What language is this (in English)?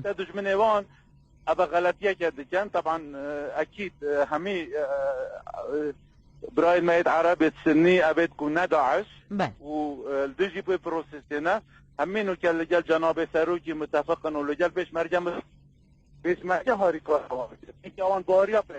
Kurdish